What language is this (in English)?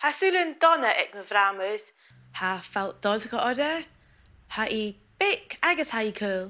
Scottish Gaelic